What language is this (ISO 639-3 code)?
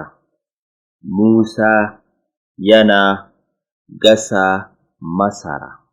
hau